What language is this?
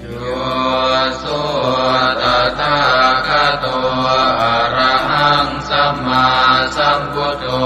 Pali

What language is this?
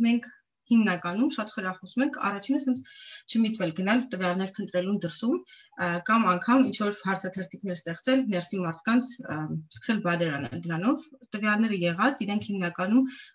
Armenian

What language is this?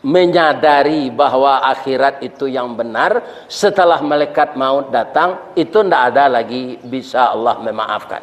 Minangkabau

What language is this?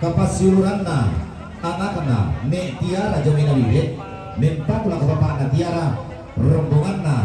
Toraja-Sa'dan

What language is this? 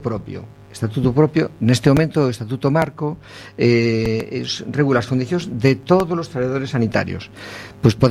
Galician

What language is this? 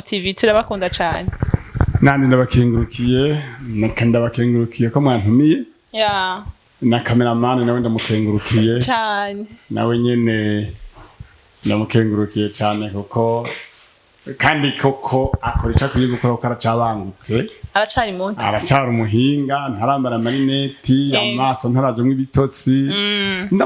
Rundi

